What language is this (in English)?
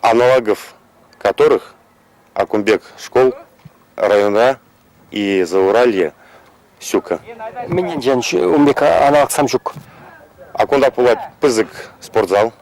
Chuvash